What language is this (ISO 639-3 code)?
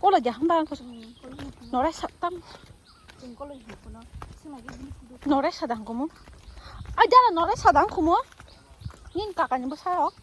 trp